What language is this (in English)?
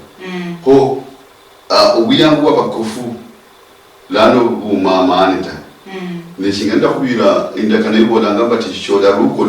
Luyia